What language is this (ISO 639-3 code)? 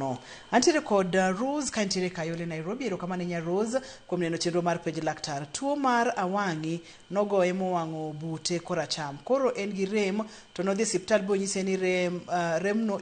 luo